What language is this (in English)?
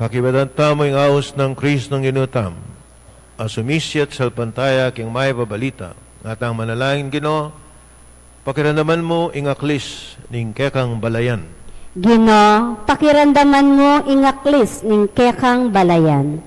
Pampanga